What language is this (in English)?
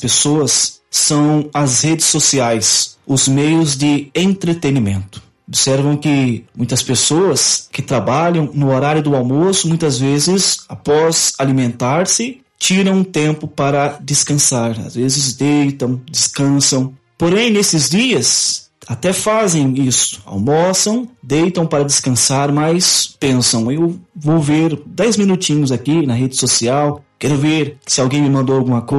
Portuguese